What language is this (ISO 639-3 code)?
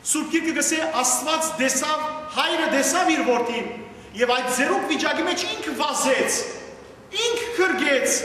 hyw